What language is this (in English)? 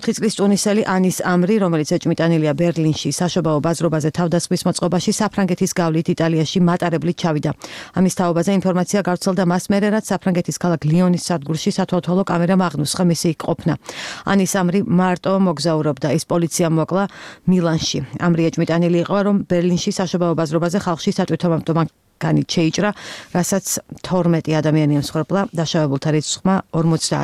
Georgian